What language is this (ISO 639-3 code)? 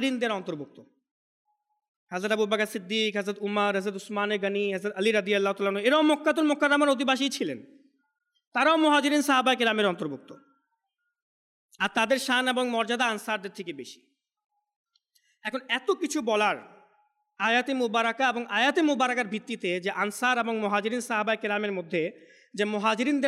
ben